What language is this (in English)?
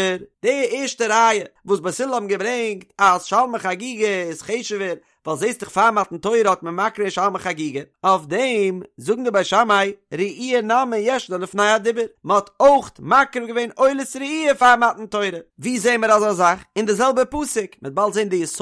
Yiddish